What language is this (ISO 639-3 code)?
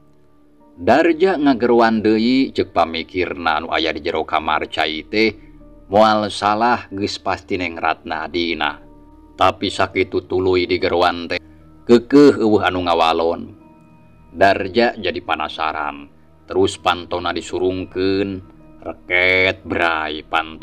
sun